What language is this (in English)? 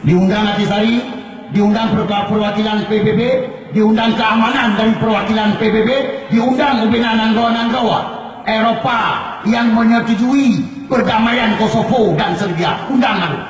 Achinese